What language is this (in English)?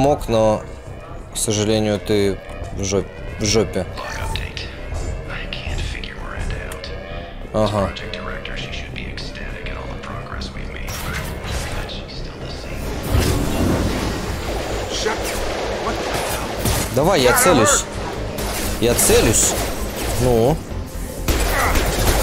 Russian